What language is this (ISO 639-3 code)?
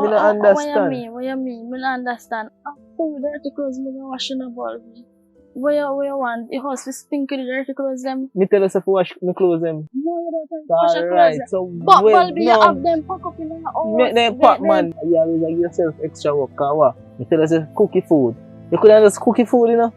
jam